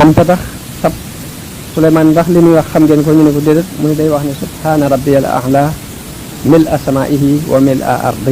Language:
Wolof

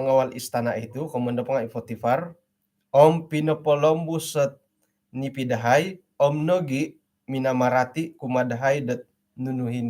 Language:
Central Dusun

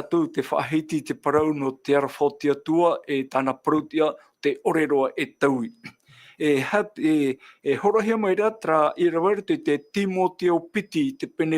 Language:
Tahitian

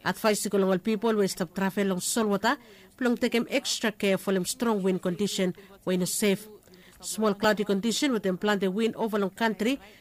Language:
Bislama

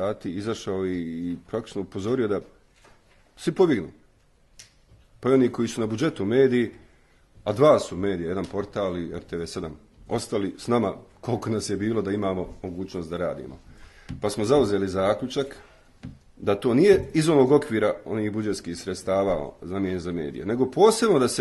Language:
Bosnian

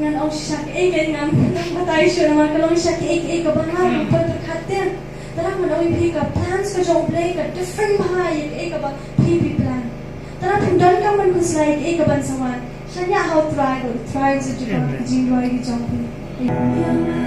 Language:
Khasi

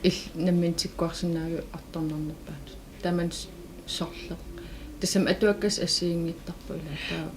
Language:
Kalaallisut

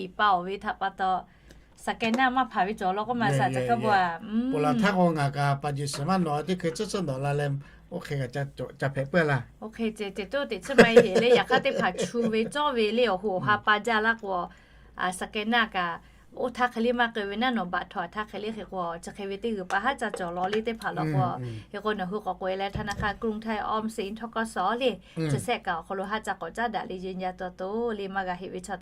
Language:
Lahu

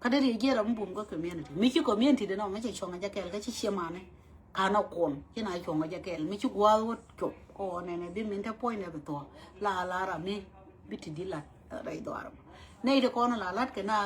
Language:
Nuer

